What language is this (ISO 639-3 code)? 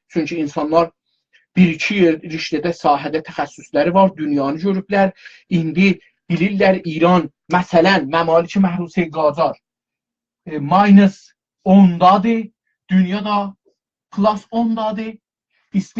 azb